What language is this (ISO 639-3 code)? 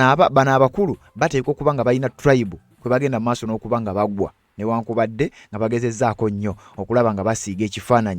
lug